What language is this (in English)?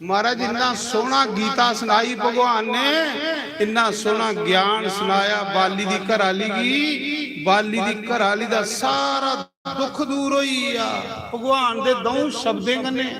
Dogri